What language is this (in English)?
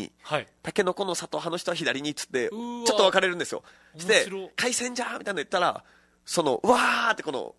Japanese